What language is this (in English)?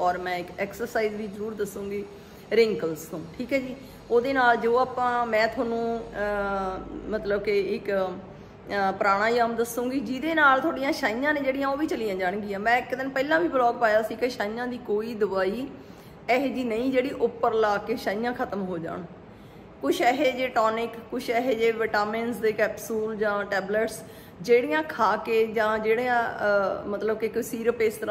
Punjabi